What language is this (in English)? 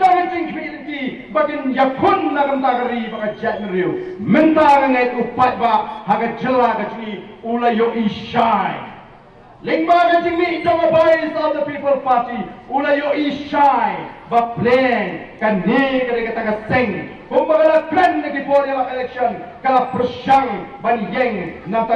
Khasi